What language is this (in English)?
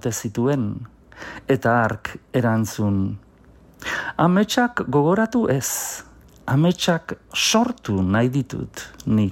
Basque